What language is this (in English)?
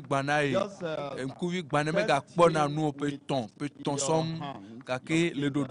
Ewe